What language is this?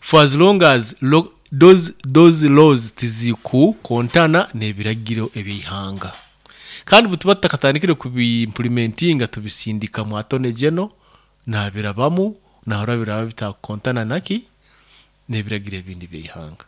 Nyoro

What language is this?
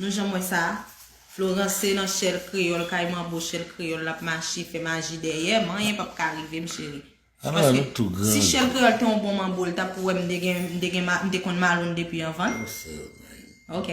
Haitian Creole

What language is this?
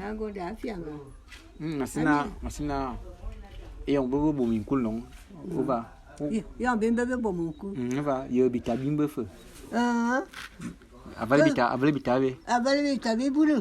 Bulu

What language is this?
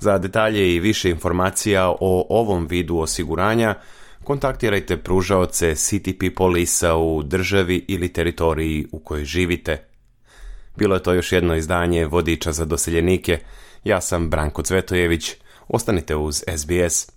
Serbian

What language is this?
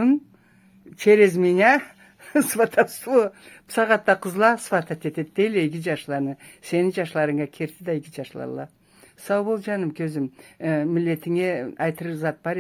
Karachay-Balkar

